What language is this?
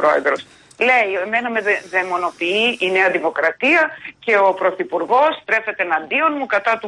Greek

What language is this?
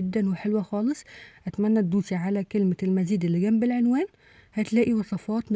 Egyptian Arabic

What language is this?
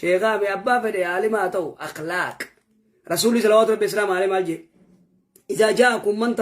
Oromo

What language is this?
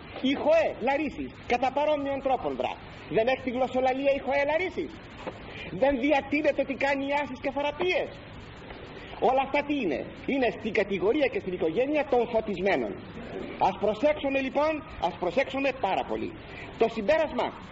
Greek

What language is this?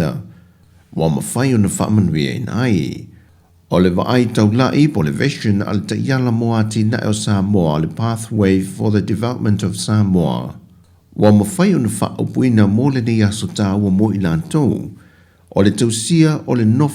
Samoan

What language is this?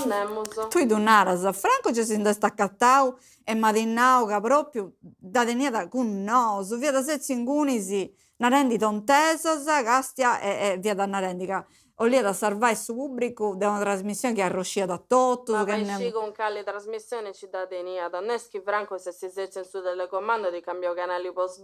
Sardinian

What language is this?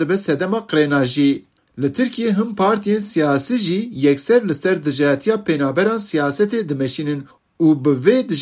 Kurdish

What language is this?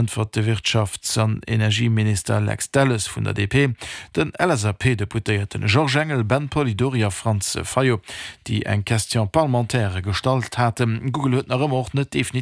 Luxembourgish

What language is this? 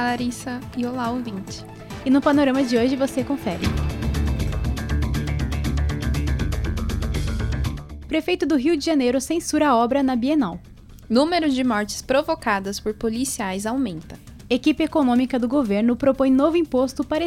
Portuguese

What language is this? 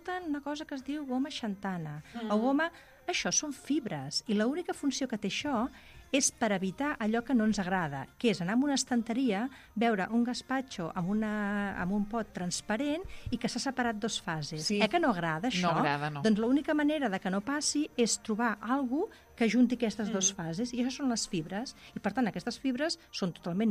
Catalan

